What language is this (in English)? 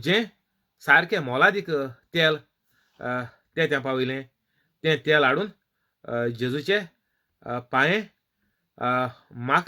Konkani